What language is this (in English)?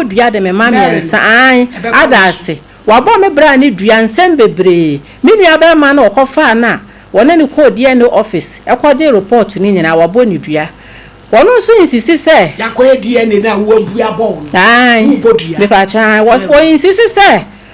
Akan